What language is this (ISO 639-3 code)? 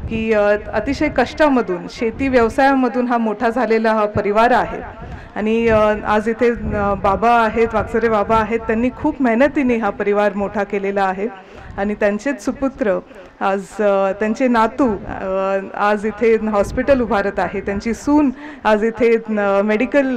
mar